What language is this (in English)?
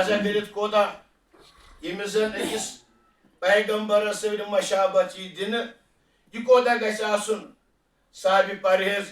Kashmiri